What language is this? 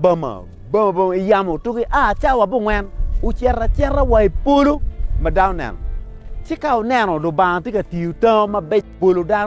Acoli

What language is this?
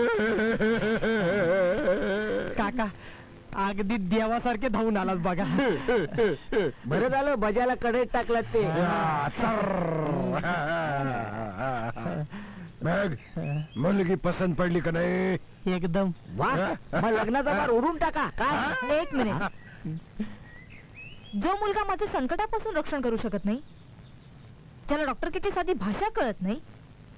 Marathi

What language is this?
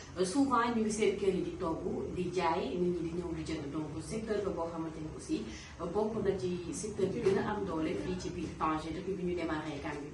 Wolof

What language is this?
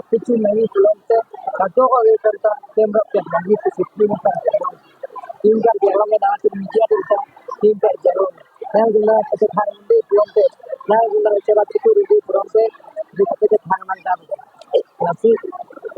Karbi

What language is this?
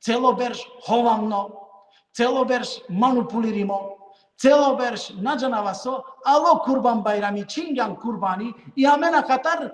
Balkan Romani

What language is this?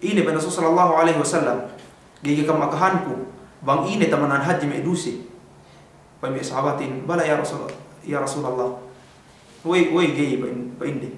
Yakan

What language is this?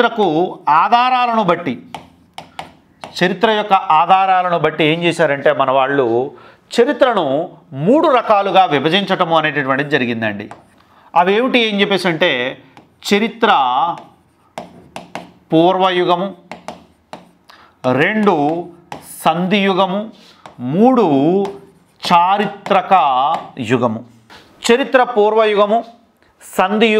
Telugu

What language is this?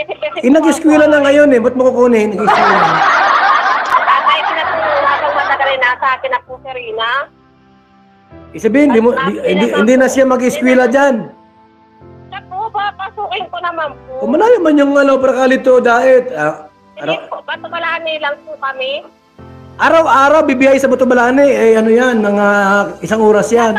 Filipino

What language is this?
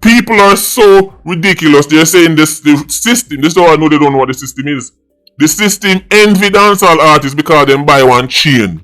Jamaican Creole English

